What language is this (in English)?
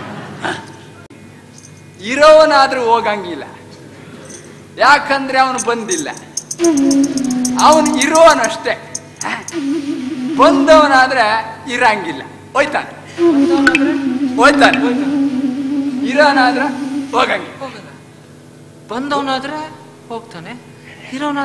Kannada